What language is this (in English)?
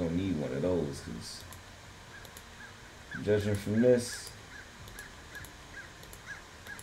English